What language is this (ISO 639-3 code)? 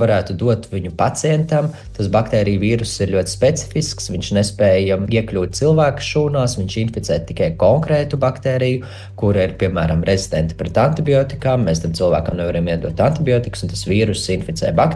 lav